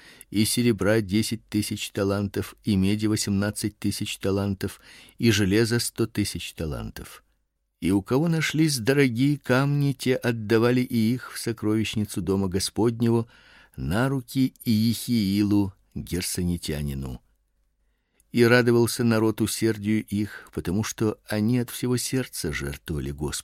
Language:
Russian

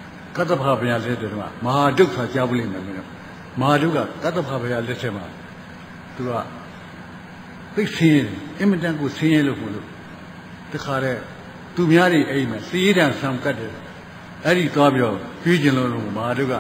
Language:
Burmese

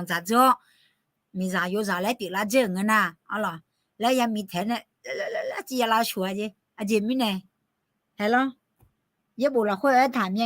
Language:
Akha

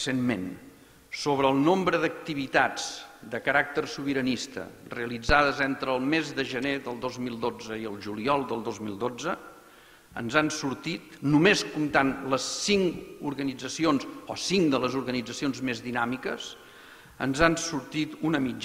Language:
Catalan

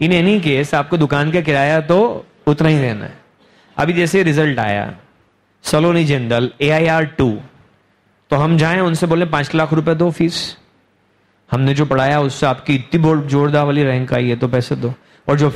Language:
Hindi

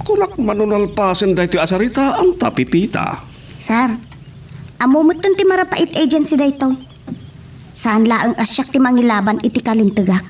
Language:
Iloko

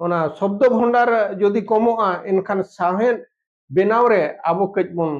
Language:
Santali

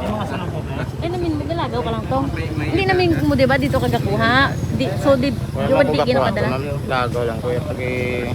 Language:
Hiligaynon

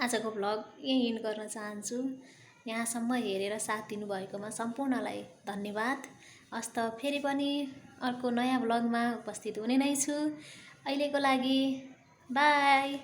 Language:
Nepali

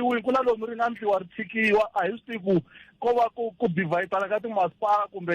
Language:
Tsonga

